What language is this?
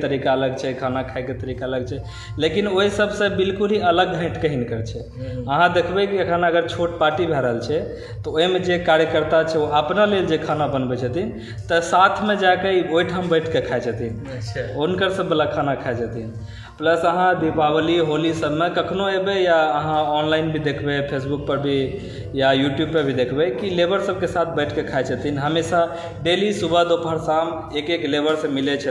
Maithili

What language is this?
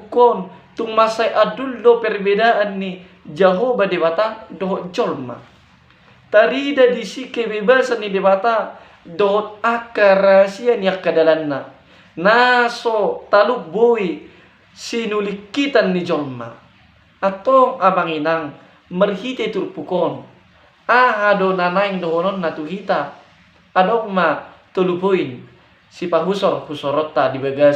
Batak Toba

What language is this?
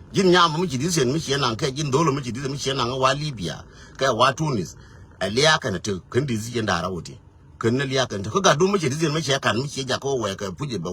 Nuer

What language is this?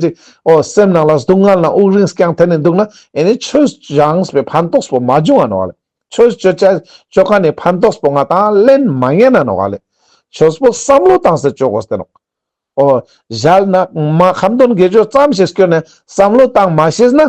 Ladakhi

